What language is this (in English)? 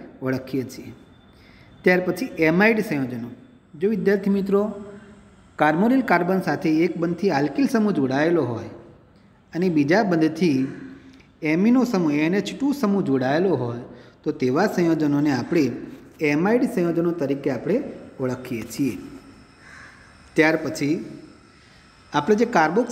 Gujarati